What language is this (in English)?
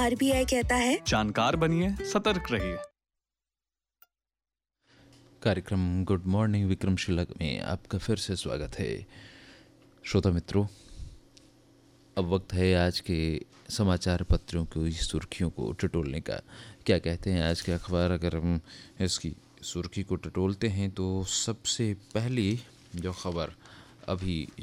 Hindi